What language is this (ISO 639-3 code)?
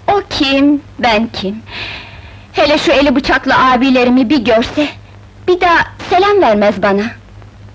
tur